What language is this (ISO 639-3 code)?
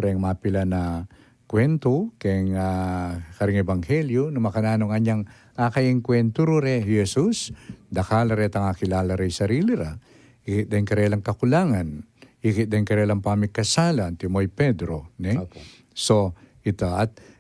pam